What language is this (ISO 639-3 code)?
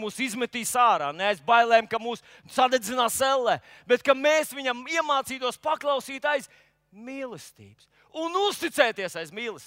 lav